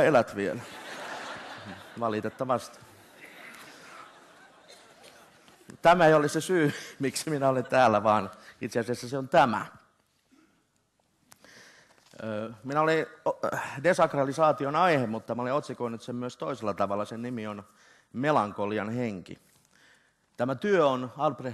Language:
Finnish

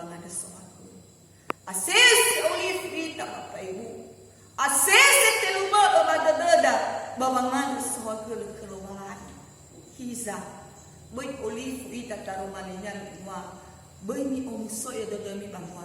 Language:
Nias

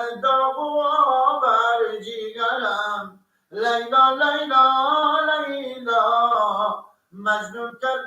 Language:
Persian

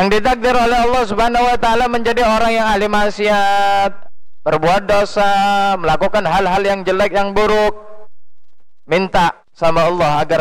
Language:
Indonesian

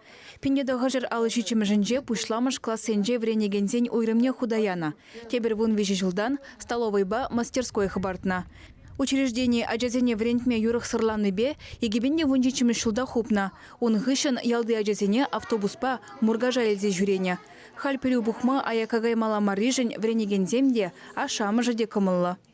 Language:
Chuvash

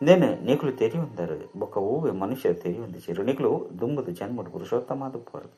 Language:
Tulu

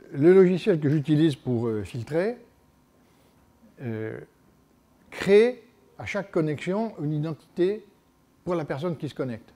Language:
French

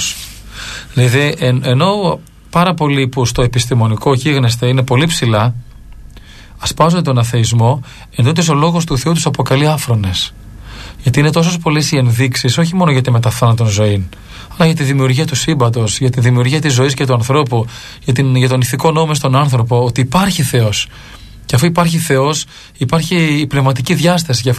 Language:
Greek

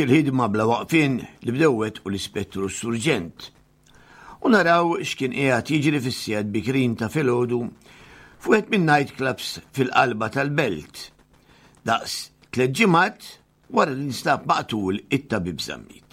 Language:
Maltese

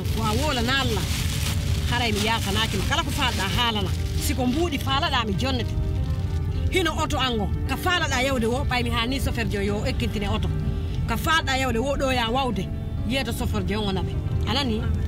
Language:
Pular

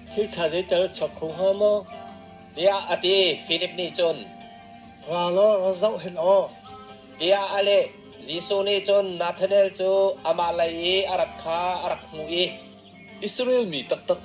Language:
Hakha Chin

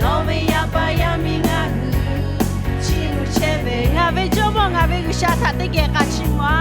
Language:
Lahu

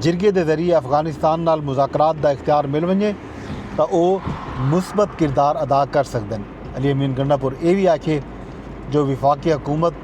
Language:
Saraiki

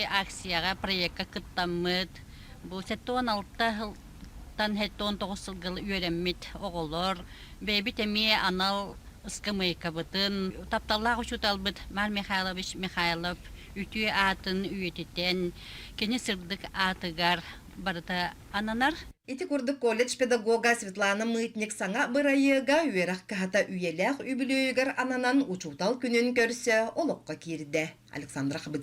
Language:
Yakut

